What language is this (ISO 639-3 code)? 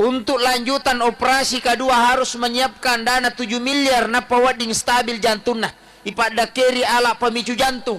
bug